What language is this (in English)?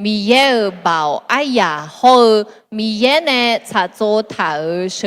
Akha